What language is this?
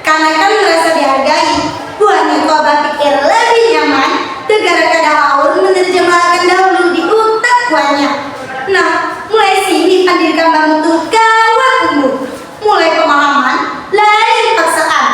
Banjar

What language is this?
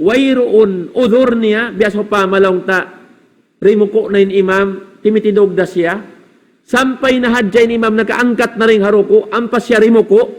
Tausug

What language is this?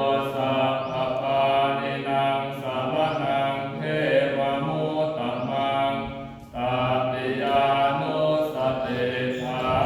Pali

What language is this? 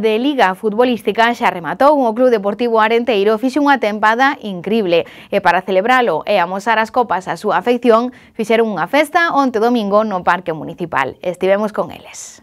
Galician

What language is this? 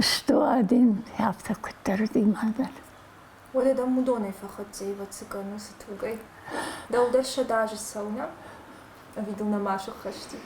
Ossetic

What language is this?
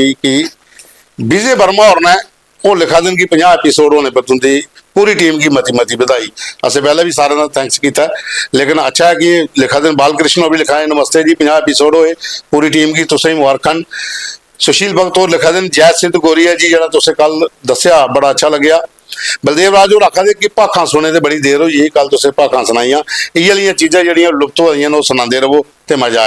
Dogri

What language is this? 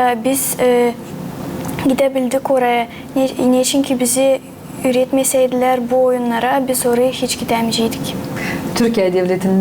Gagauz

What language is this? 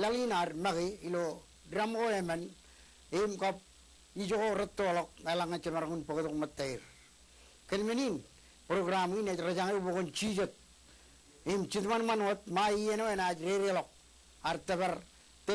Marshallese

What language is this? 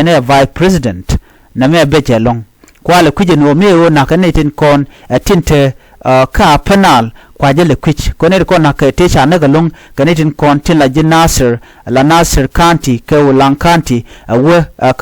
Nuer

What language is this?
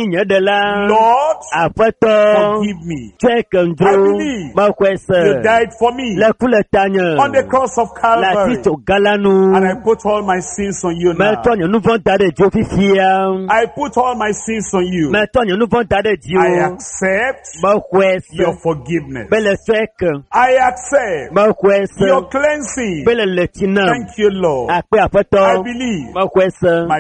Ewe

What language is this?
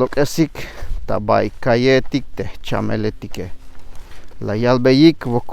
Tzeltal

